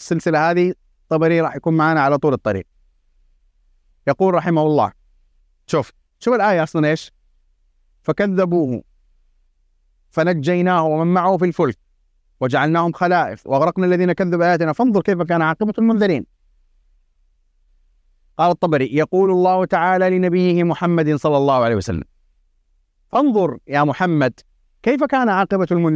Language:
Arabic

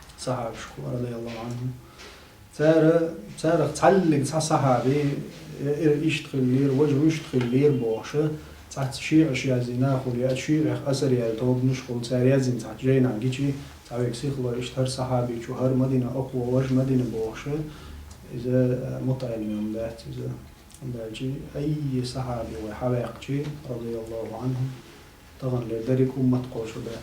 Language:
Chechen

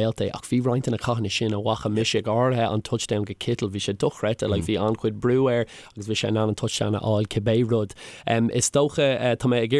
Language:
Irish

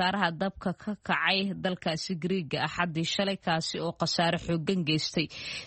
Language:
Somali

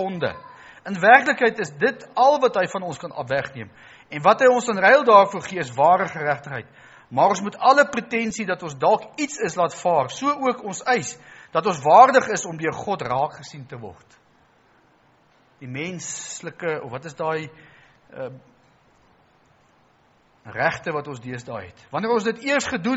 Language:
Afrikaans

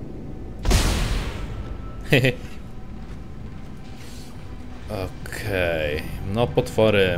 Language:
Polish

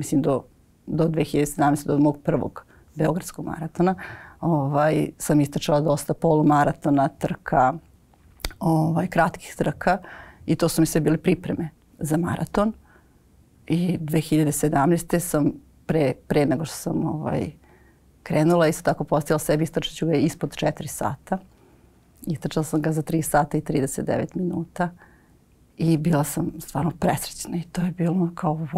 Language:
Serbian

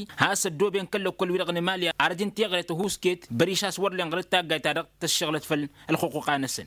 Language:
Tamasheq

